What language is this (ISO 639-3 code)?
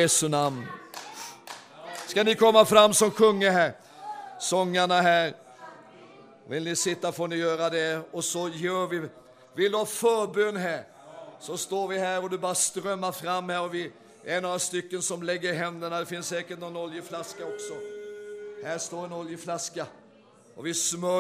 swe